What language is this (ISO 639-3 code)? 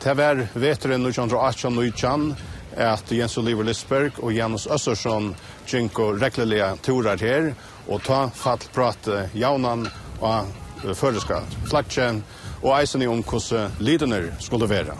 fao